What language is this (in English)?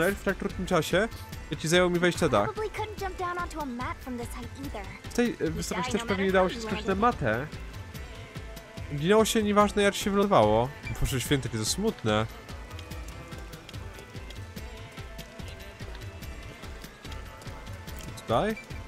Polish